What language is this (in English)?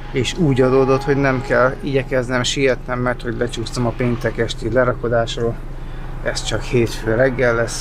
Hungarian